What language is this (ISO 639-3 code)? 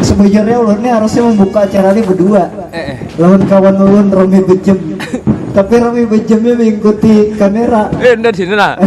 bjn